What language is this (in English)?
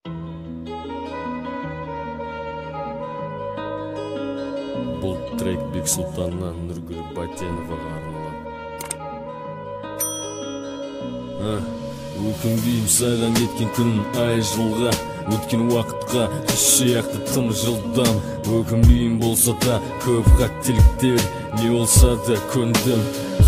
Kazakh